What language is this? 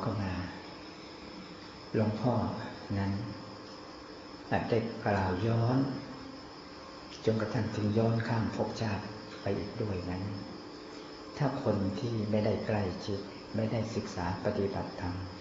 Thai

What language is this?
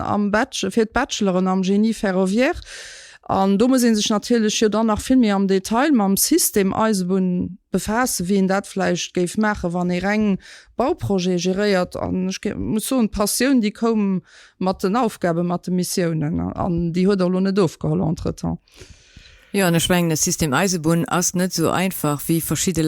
Luxembourgish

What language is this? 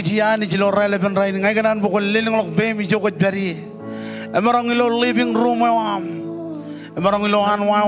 Marshallese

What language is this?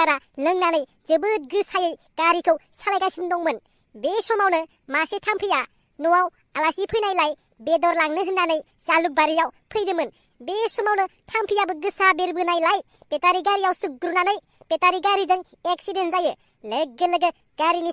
Bodo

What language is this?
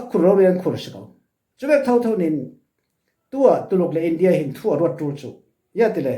Falam Chin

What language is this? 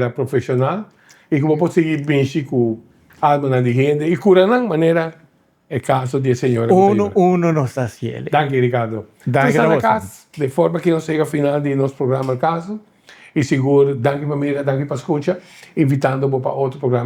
Papiamento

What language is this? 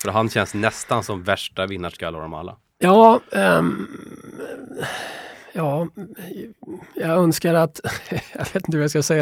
Swedish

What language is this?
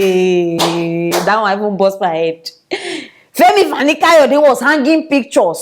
Nigerian Pidgin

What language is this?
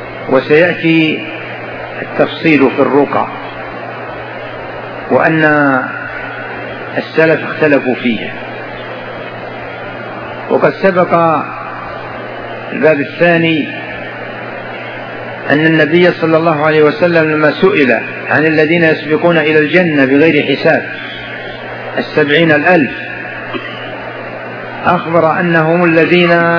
Arabic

